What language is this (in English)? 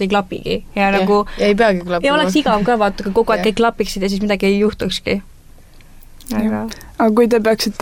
Estonian